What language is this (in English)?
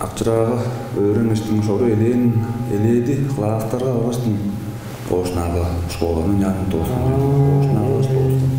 Tuvinian